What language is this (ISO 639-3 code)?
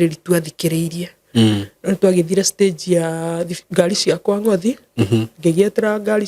kik